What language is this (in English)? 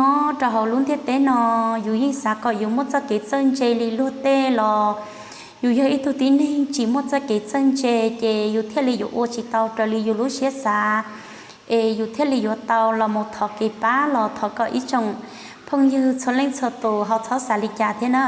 Hmong